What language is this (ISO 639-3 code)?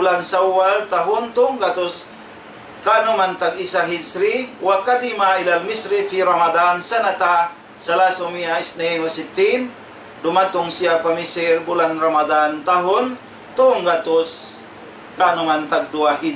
tsg